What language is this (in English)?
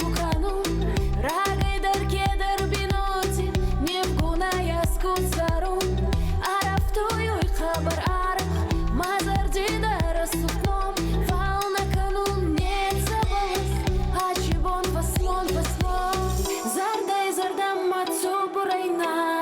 Ossetic